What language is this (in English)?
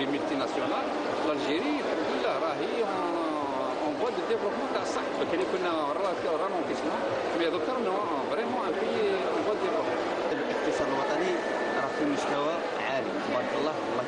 Algerian Arabic